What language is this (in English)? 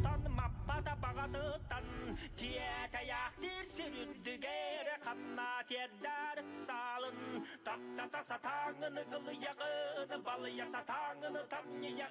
Yakut